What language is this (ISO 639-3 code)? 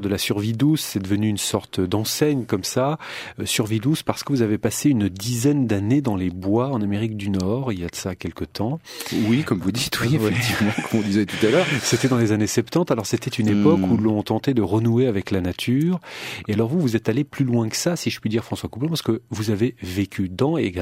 fra